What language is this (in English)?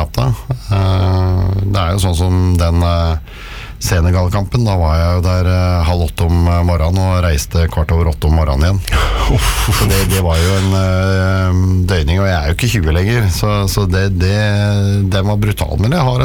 Norwegian